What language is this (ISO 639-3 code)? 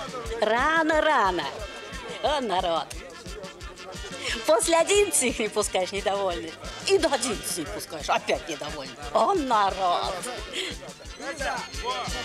rus